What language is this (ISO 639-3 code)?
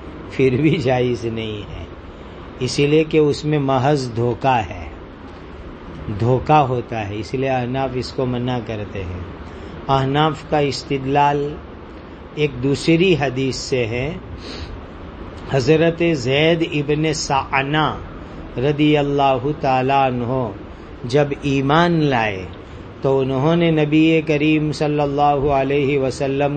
urd